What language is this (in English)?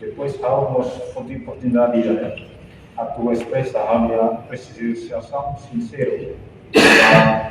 Tetum